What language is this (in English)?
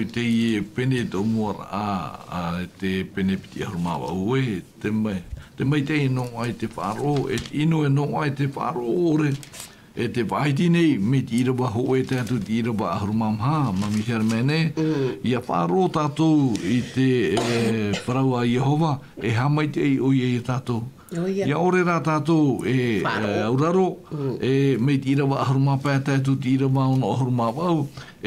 Tahitian